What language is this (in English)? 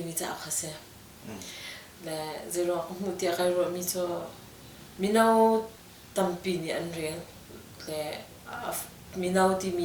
Hakha Chin